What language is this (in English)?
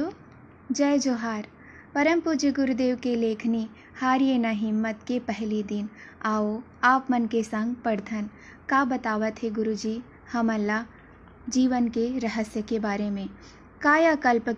Chhattisgarhi